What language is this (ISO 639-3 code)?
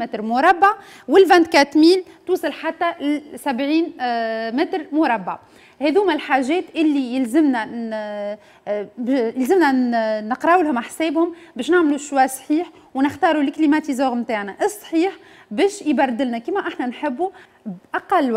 aeb